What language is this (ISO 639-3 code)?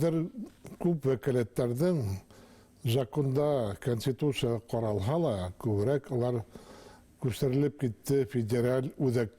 bak